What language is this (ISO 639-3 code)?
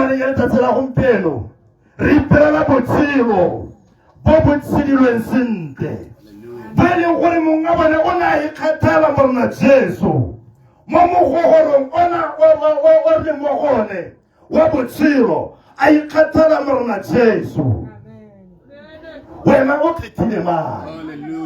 tsn